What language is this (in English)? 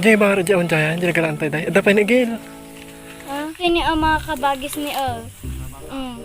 Iloko